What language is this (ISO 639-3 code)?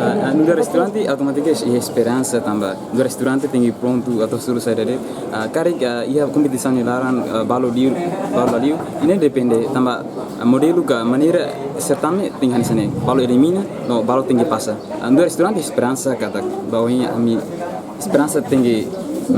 tet